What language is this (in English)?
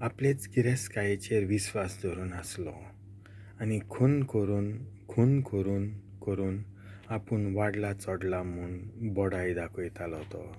Konkani